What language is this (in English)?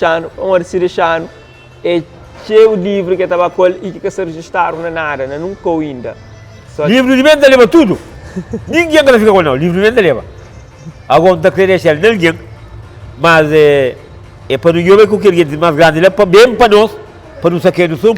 Kabuverdianu